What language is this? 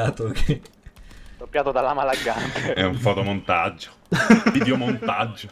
Italian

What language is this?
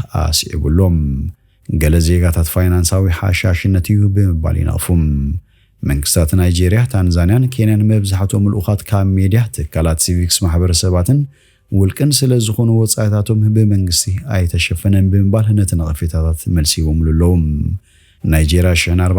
Tigrinya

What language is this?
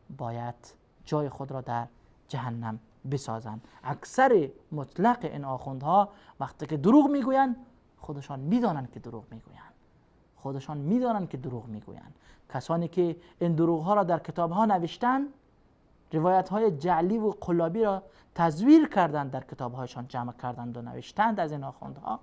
Persian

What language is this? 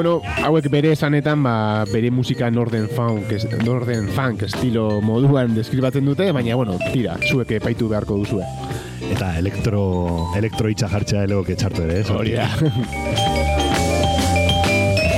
Basque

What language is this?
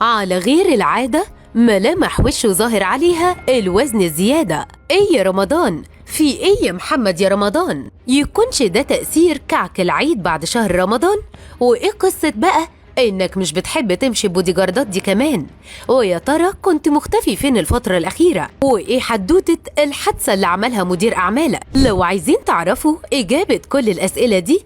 Egyptian Arabic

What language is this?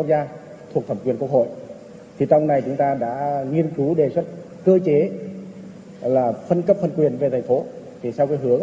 Vietnamese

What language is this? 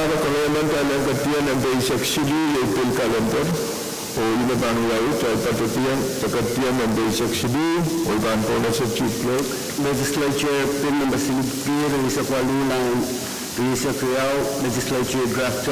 Pohnpeian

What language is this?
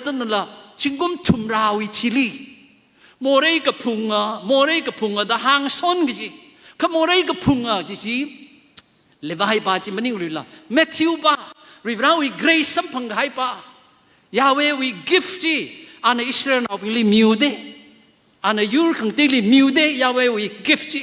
Tangkhul Naga (India)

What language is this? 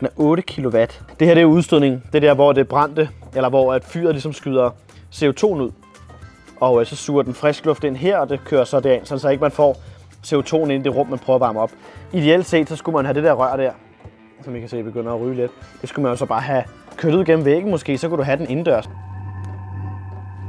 Danish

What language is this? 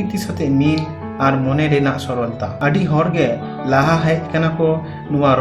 Santali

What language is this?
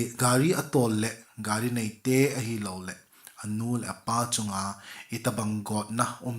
Thado Chin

